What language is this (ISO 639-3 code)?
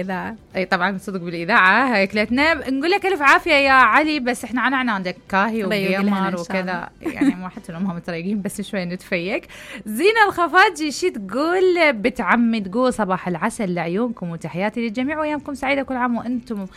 acm